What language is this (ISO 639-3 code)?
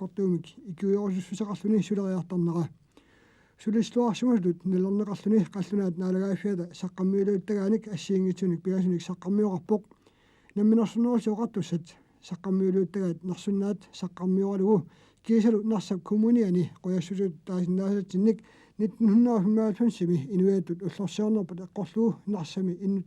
kal